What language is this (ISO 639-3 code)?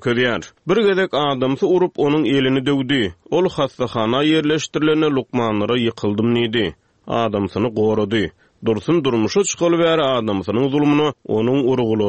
tuk